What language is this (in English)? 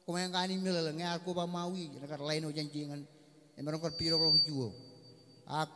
Marshallese